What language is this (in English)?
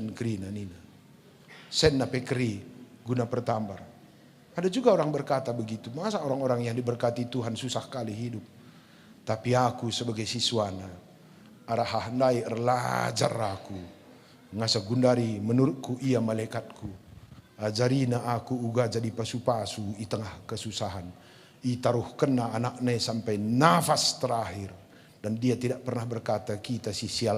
Batak Karo